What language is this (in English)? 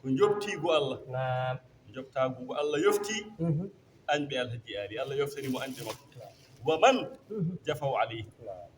Fula